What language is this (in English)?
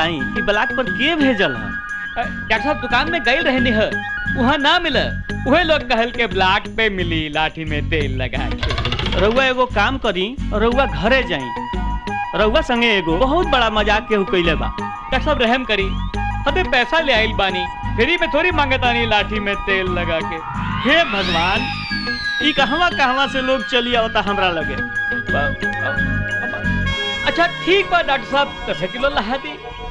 Bhojpuri